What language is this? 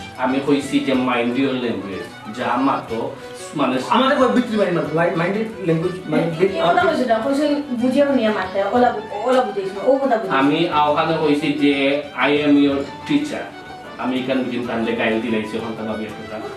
Sylheti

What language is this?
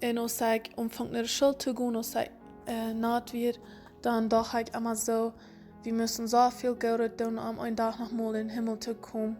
Plautdietsch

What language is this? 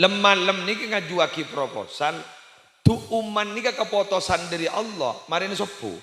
Madurese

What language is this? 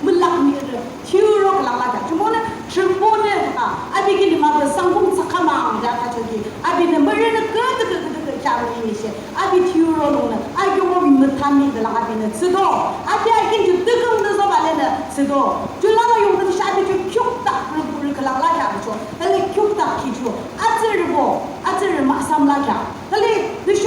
Yimchungru Naga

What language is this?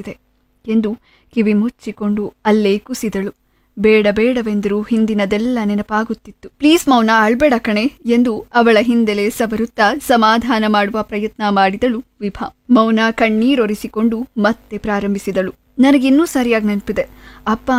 Kannada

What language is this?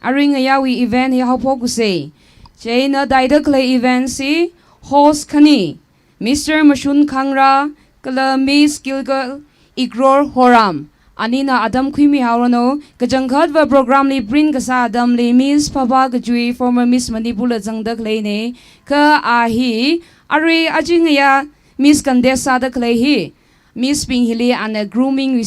Tangkhul Naga (India)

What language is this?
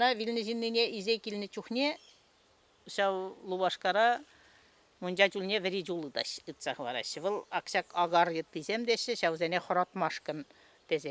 Chuvash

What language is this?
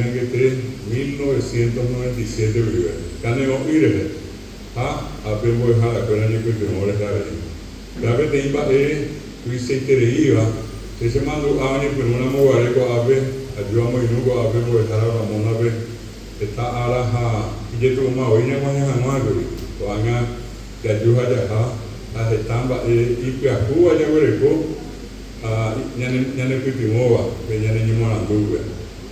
Guarani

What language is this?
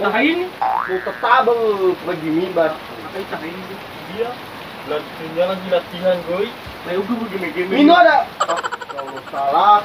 Nias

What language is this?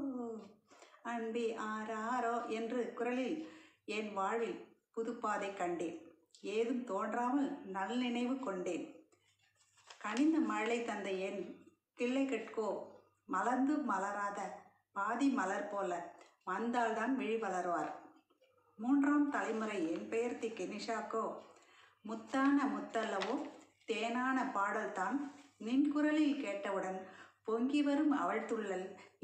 Tamil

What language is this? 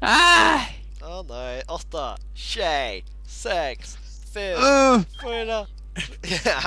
Faroese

